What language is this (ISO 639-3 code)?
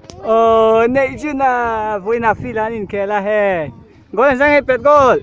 lus